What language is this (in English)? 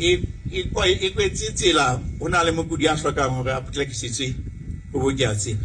Southern Sotho